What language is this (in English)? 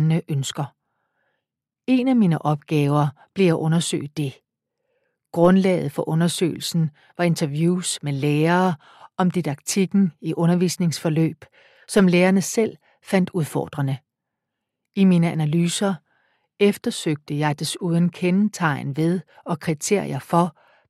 Danish